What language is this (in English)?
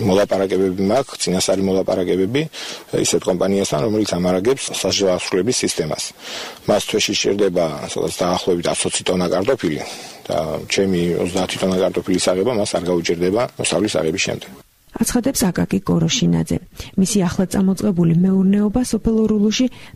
Georgian